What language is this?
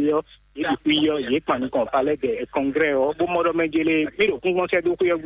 Fon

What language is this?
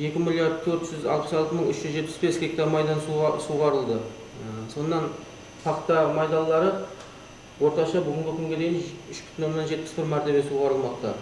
Kara-Kalpak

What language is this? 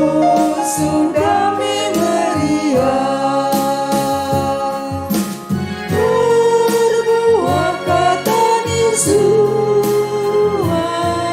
Batak Karo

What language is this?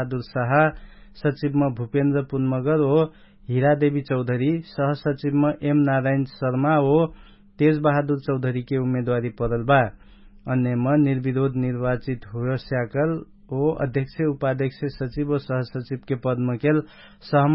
Dangaura Tharu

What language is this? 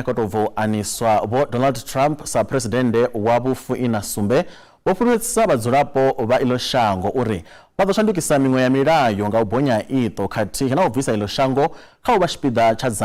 Venda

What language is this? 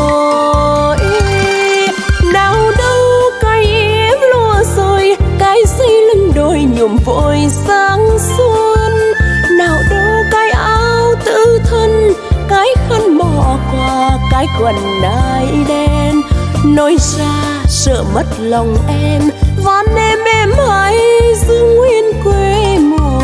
Vietnamese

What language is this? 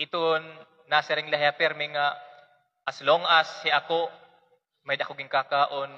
Waray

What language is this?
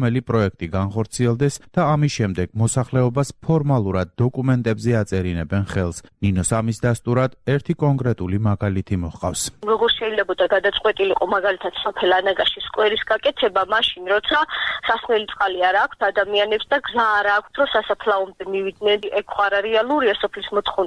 Georgian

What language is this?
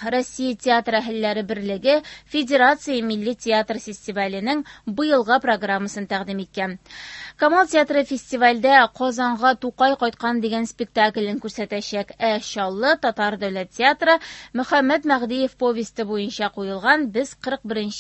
Tatar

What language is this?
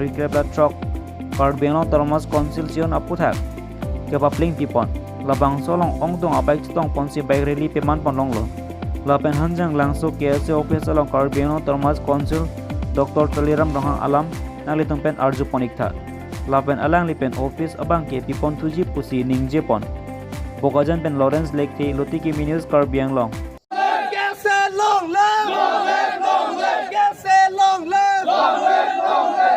Karbi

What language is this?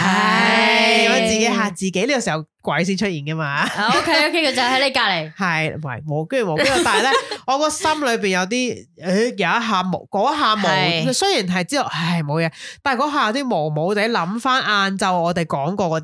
Cantonese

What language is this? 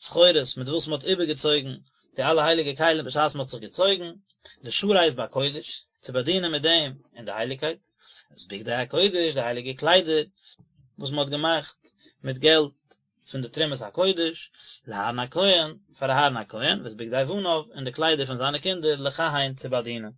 Yiddish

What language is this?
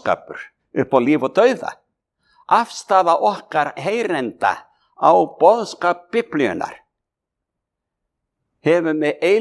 Icelandic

